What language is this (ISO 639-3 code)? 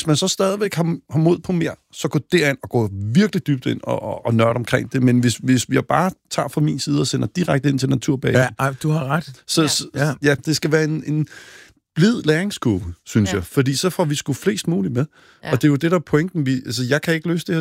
dan